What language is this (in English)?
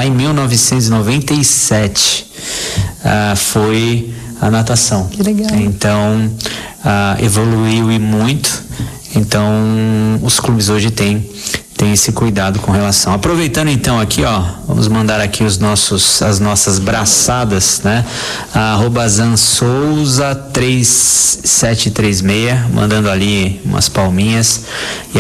Portuguese